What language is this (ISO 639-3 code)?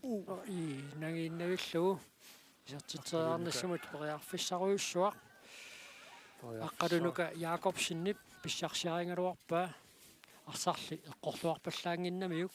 kal